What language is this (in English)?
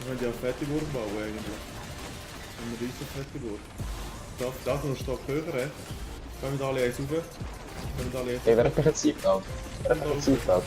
Swiss German